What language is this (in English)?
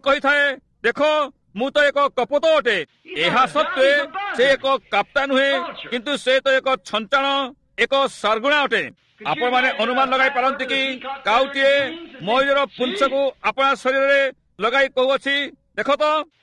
Odia